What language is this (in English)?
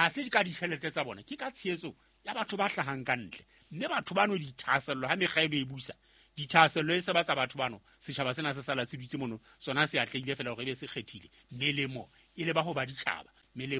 Southern Sotho